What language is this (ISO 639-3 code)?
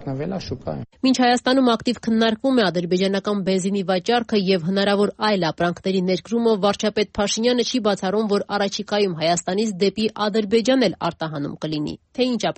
hye